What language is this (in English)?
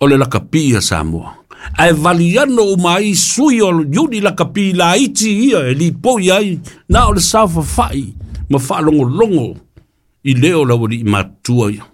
Samoan